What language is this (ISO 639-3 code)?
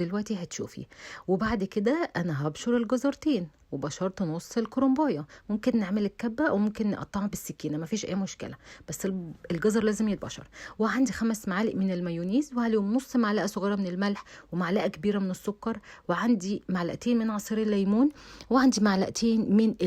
arz